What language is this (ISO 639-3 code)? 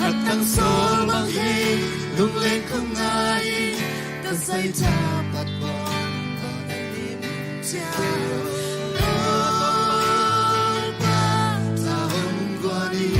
ctd